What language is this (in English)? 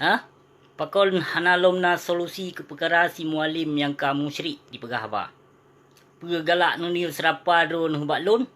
Achinese